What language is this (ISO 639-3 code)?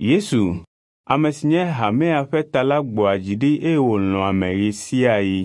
ewe